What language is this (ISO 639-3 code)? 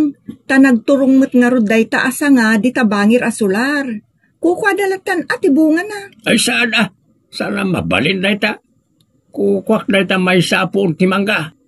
ilo